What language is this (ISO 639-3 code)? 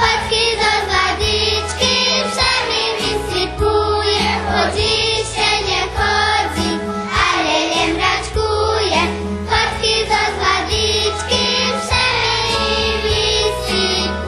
rue